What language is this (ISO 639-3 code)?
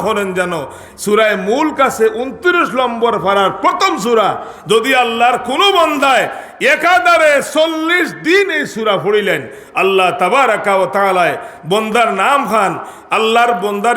syl